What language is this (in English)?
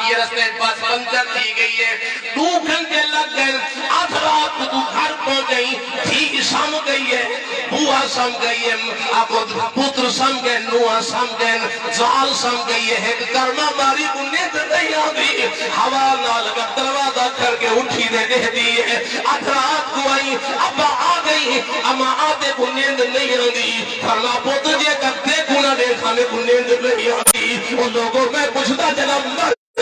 Saraiki